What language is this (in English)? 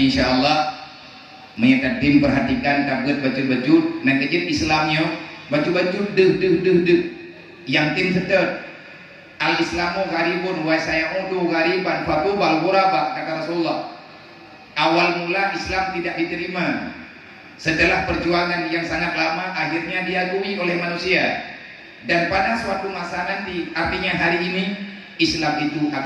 Achinese